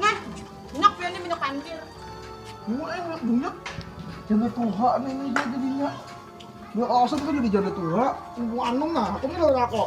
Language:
Banjar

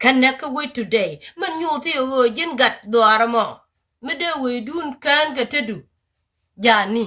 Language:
Nuer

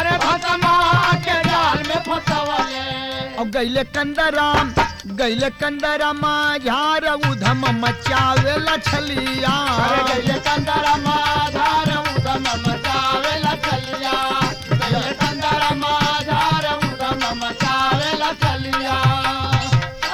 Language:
Bhojpuri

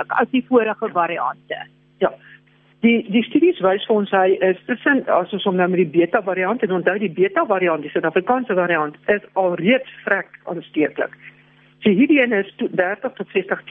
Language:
Afrikaans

